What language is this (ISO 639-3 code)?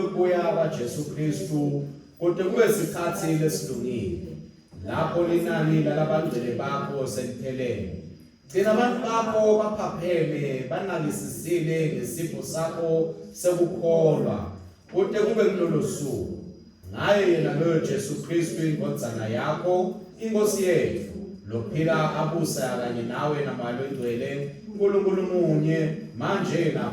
ssw